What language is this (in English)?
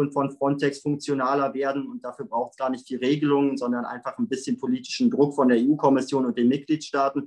German